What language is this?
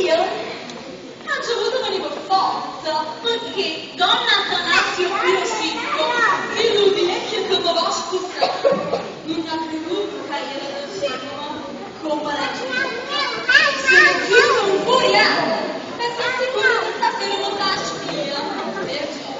Neapolitan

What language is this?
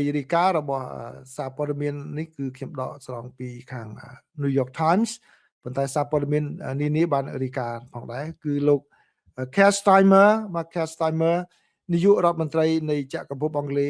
Khmer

